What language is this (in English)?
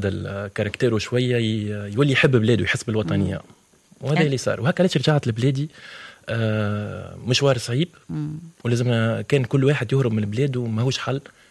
Tunisian Arabic